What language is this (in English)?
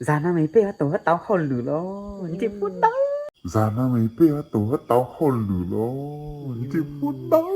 Hmong